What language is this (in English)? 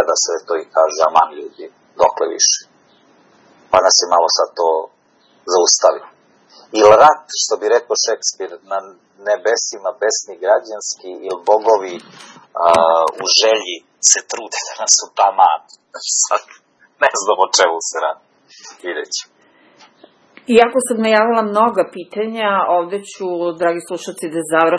Serbian